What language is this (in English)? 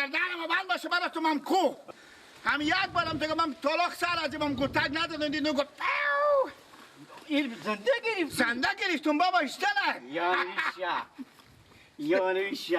Persian